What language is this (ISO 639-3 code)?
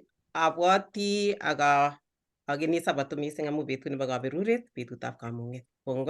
kln